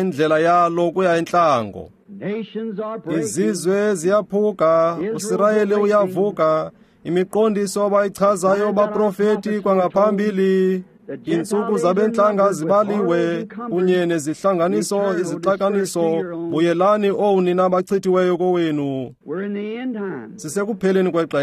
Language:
Xhosa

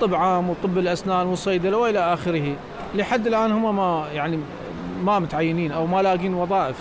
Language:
Mesopotamian Arabic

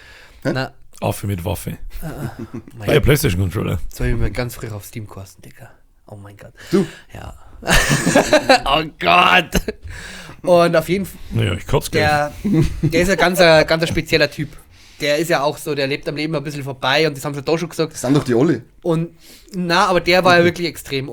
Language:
Bavarian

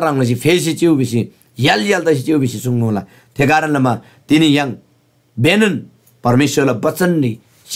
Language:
Eastern Tamang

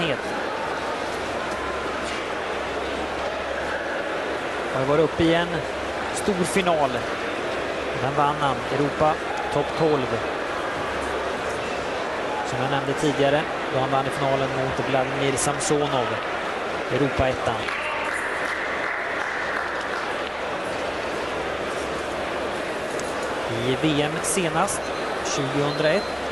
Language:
Swedish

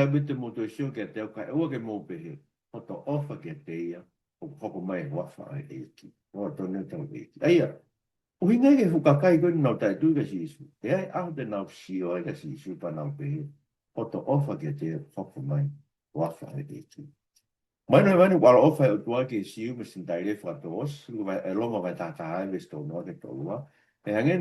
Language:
Tongan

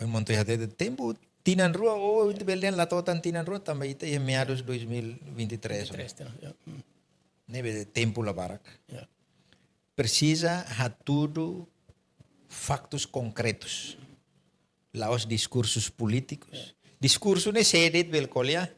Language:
Tetum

